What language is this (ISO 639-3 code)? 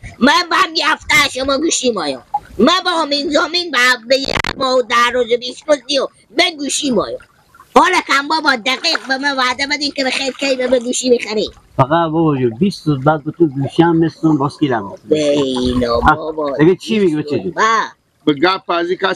fas